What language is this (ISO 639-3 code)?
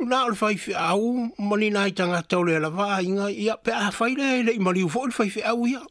smo